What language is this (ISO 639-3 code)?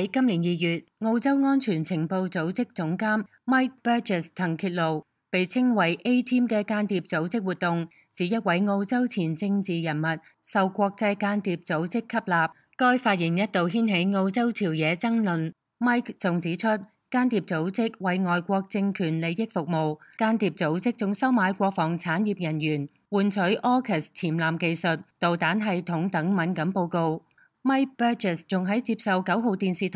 yue